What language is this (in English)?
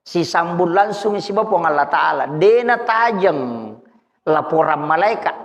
Buginese